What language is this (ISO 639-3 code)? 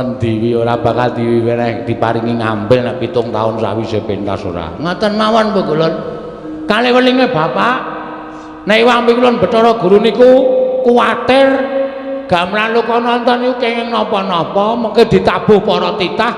jav